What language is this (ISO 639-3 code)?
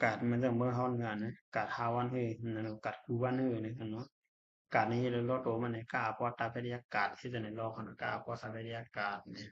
shn